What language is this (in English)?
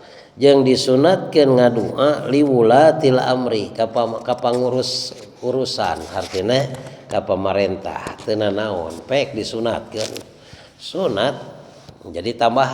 Sundanese